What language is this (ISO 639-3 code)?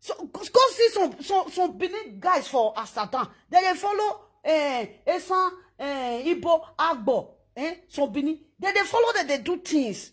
pcm